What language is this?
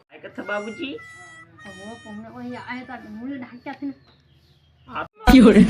Chhattisgarhi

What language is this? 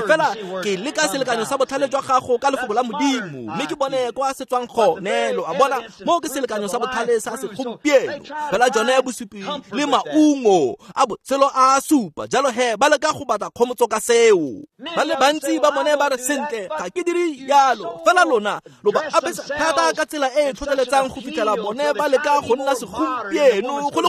Tswana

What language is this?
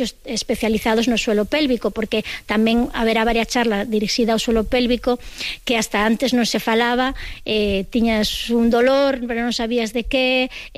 Galician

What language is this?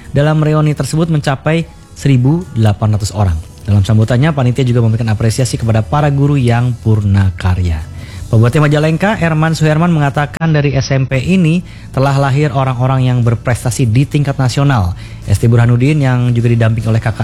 Indonesian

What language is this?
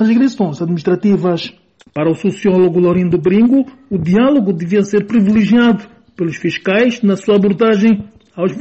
Portuguese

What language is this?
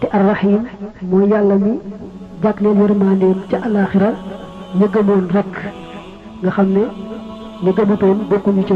Wolof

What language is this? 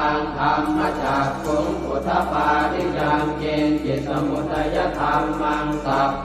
Pali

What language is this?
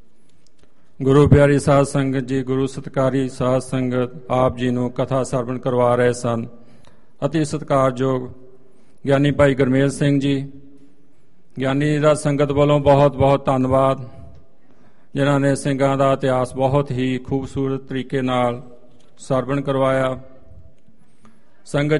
Punjabi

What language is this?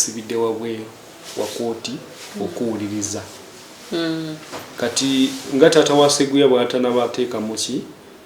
Ganda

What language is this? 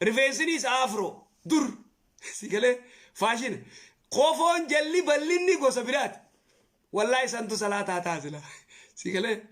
Oromo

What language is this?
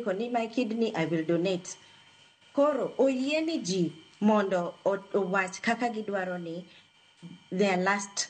Luo (Kenya and Tanzania)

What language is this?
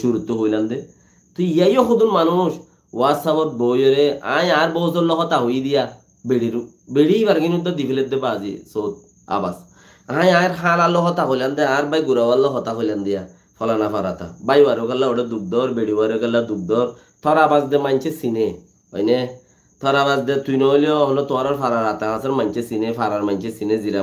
Rohingya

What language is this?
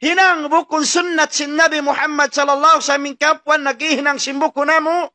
Tausug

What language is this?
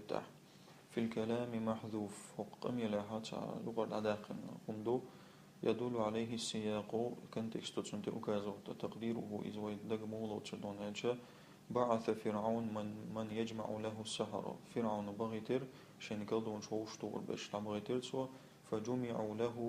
Chechen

